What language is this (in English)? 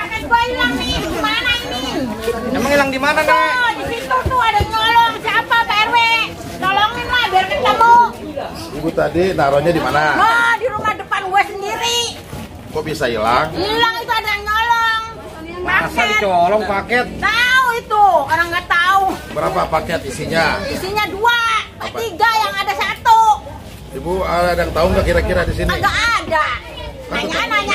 Betawi